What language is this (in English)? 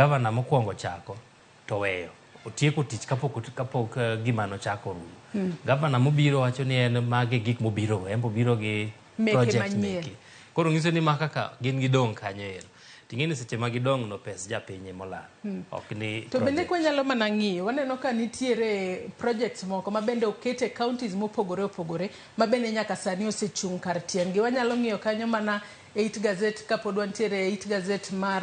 Luo (Kenya and Tanzania)